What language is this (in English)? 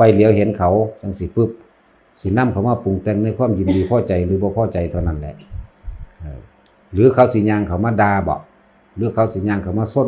Lao